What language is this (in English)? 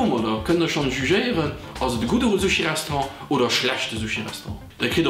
Luxembourgish